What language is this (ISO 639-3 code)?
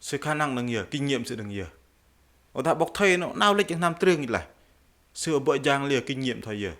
bdq